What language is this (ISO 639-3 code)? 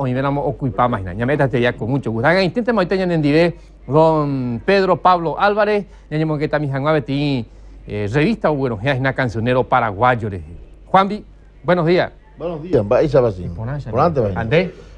grn